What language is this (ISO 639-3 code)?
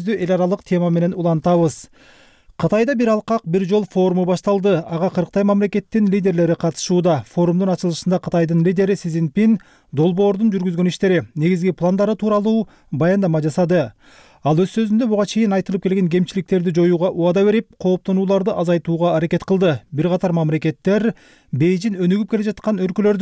kir